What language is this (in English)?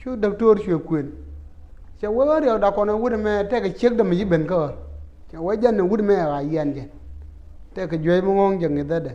Nuer